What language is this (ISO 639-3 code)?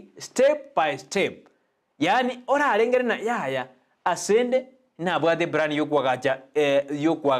guz